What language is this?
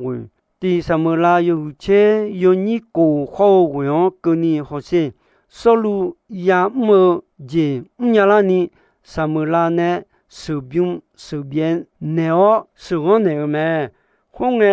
Akha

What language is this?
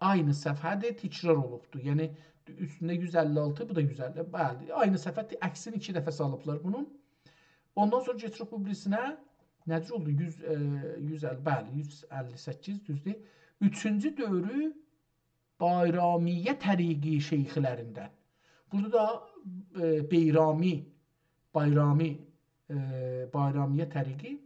South Azerbaijani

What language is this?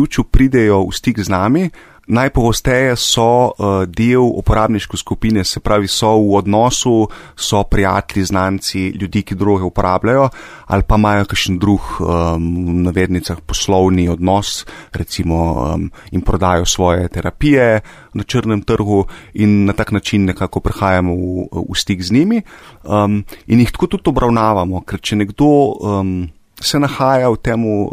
Slovenian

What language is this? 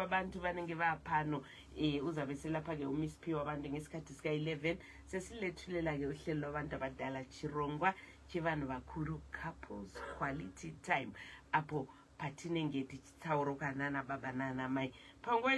Shona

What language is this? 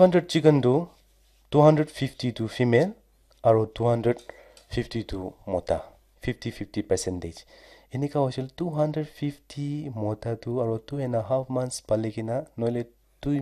Naga Pidgin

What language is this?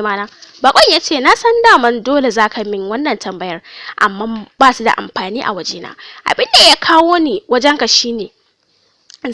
Hausa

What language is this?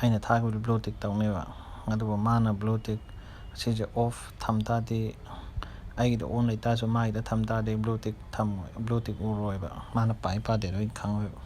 Manipuri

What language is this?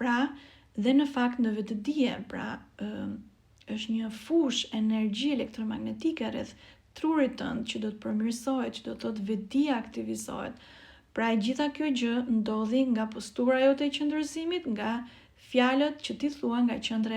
Albanian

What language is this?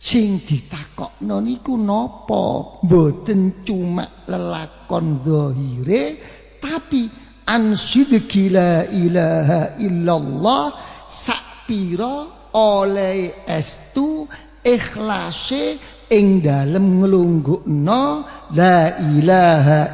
Javanese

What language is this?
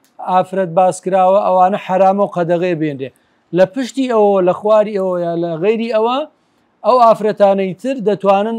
Central Kurdish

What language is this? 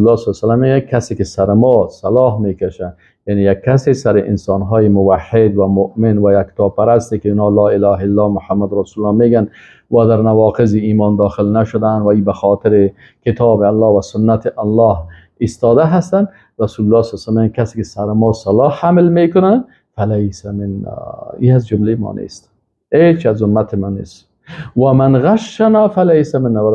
Persian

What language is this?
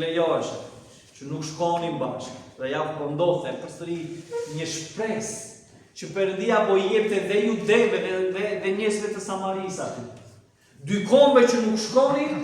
Albanian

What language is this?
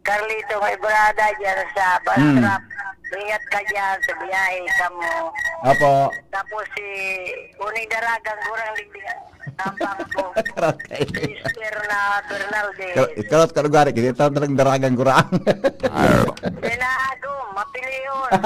Bikol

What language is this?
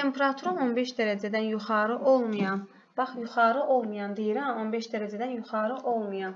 Azerbaijani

